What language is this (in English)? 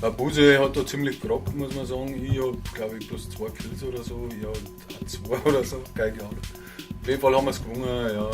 Bavarian